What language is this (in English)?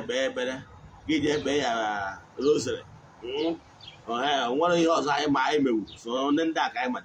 Igbo